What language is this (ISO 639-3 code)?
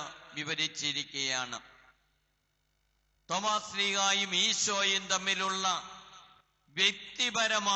mal